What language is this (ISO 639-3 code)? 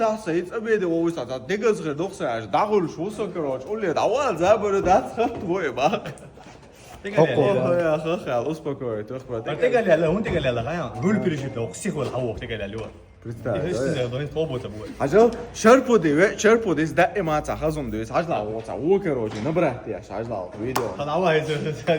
che